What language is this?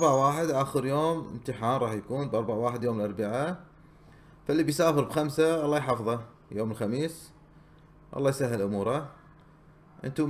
Gulf Arabic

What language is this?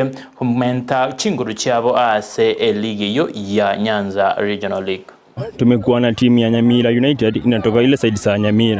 Gusii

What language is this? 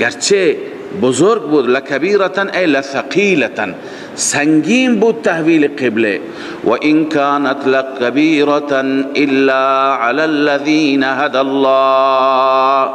Persian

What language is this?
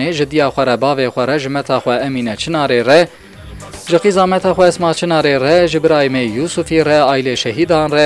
Kurdish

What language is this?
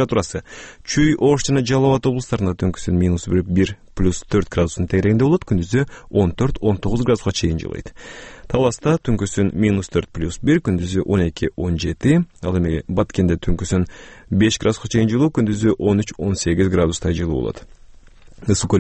Kyrgyz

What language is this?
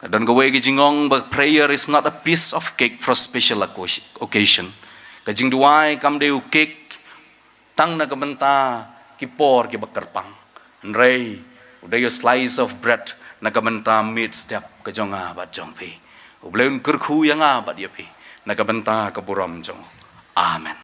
Khasi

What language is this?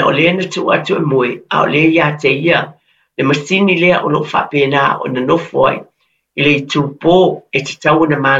Samoan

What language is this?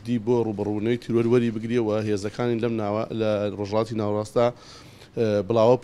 Central Kurdish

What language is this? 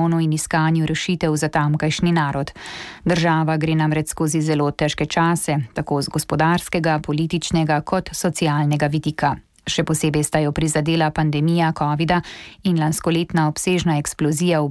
Slovenian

